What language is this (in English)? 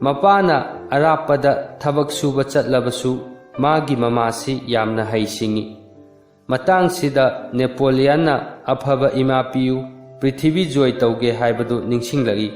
Manipuri